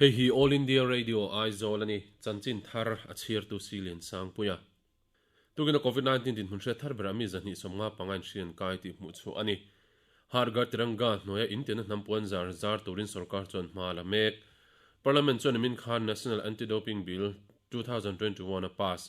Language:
Mizo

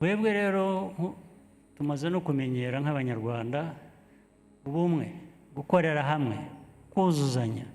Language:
Kinyarwanda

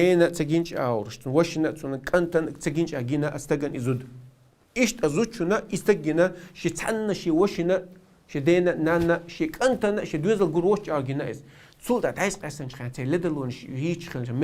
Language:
Chechen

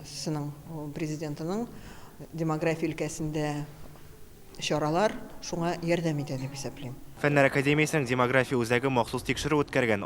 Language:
Tatar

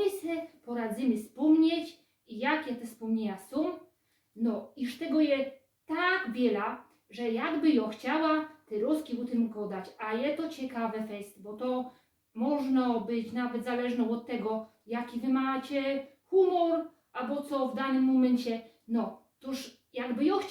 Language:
Silesian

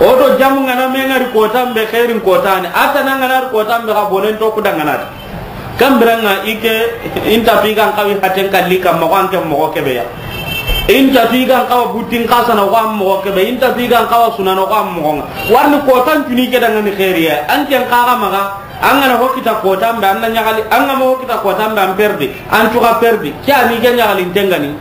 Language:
Soninke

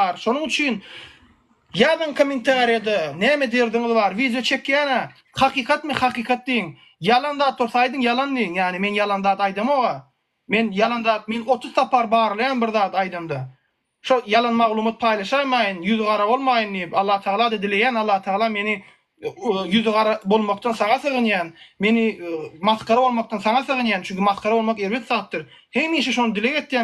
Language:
Turkmen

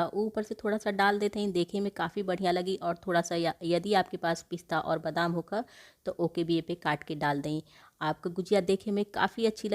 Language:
Bhojpuri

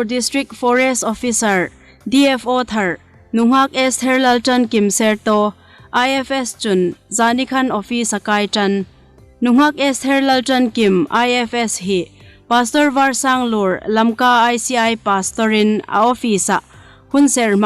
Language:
Hmar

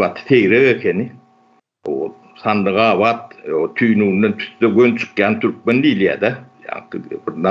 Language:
Turkmen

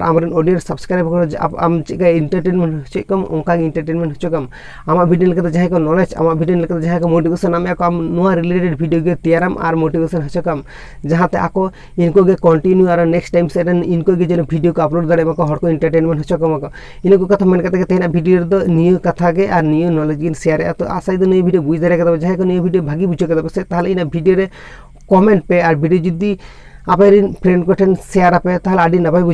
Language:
Santali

